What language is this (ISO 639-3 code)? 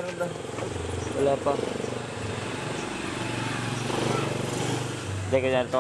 fil